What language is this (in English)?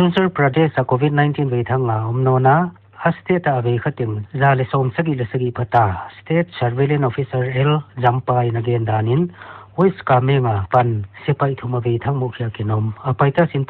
Paite Chin